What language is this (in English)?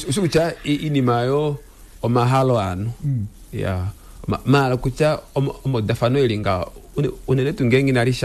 Kuanyama